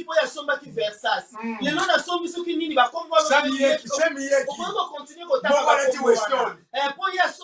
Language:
Lingala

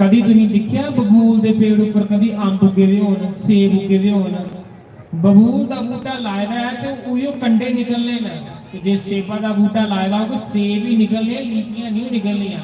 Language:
Dogri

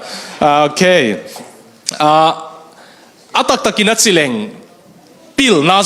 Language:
Tedim Chin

